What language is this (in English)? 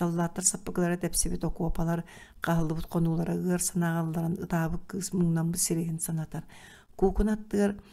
Yakut